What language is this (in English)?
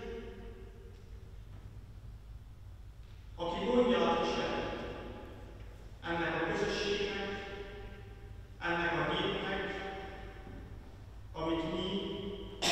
Hungarian